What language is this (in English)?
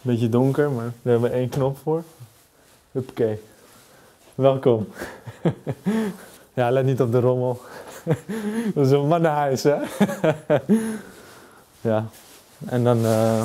Dutch